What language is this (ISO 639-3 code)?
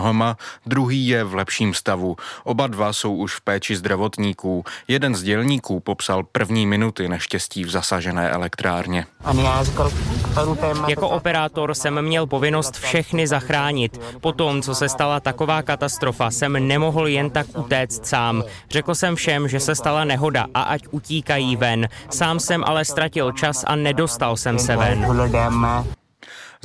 ces